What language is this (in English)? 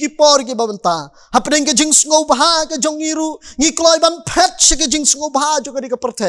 Khasi